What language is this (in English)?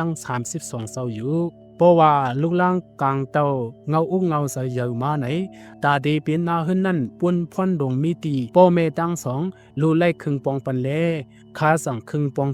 Shan